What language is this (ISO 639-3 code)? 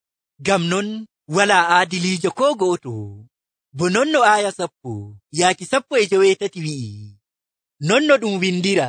fuv